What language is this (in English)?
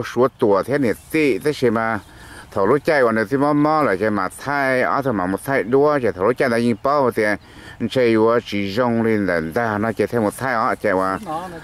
Hmong